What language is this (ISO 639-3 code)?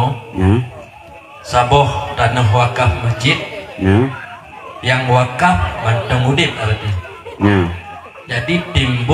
ace